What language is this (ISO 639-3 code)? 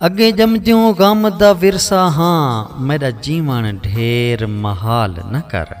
skr